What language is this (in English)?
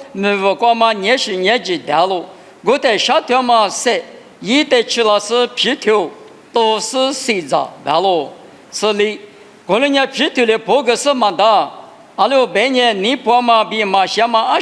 Lisu